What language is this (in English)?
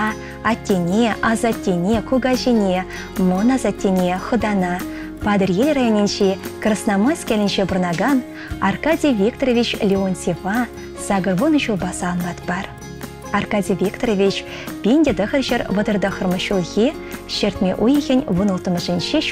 Chuvash